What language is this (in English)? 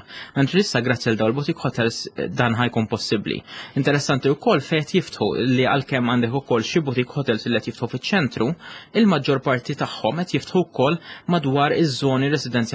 Maltese